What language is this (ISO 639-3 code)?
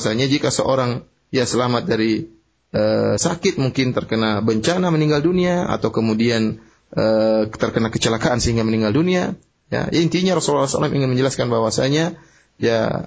ind